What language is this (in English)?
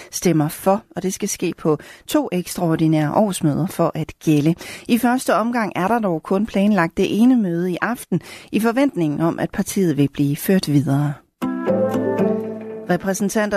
Danish